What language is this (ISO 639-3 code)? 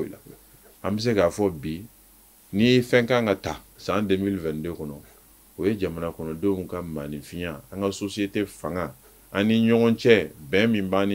bam